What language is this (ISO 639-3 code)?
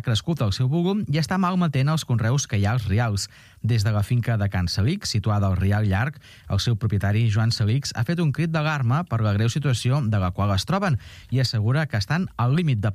cat